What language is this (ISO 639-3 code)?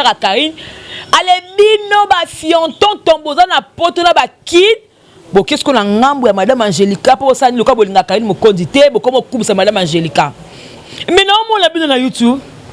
lin